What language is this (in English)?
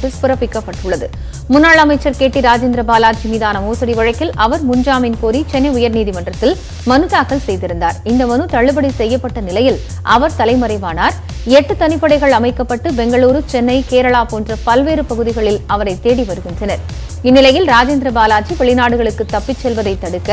Tamil